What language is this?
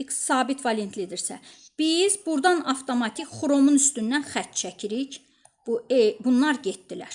Azerbaijani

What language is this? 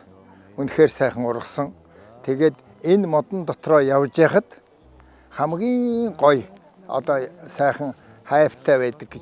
Mongolian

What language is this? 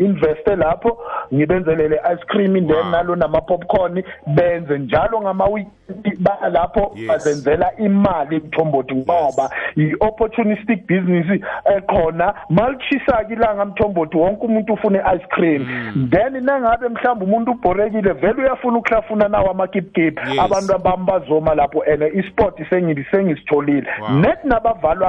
South Ndebele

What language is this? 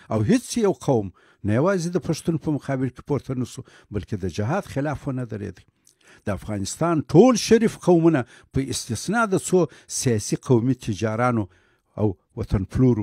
Pashto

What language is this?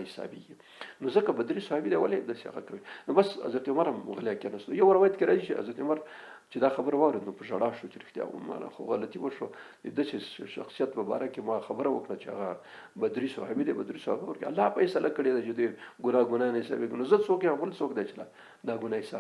Pashto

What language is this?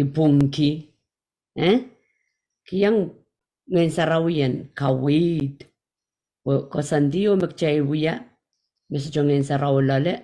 Pohnpeian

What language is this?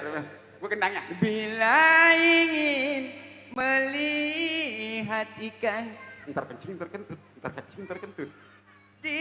Betawi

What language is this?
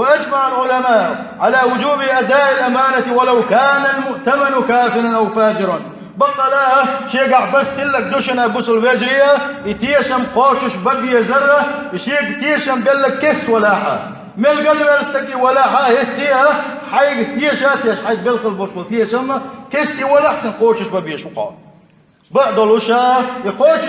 Chechen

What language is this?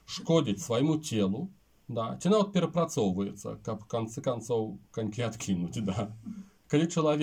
Belarusian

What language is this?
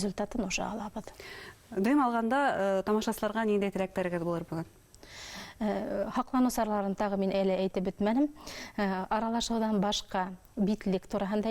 Bashkir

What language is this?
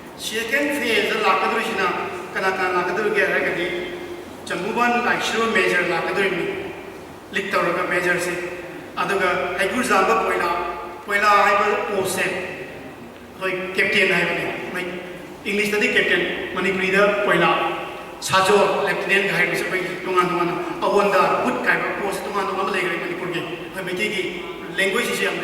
Manipuri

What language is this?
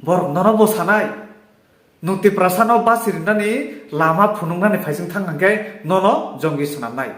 Kok Borok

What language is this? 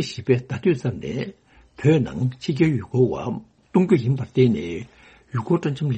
Tibetan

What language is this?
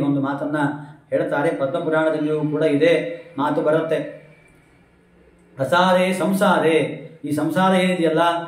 Kannada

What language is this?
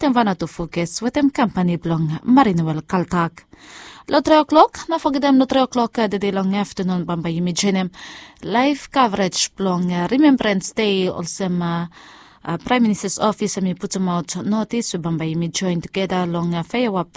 Bislama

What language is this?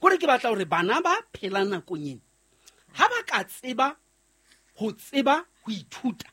Southern Sotho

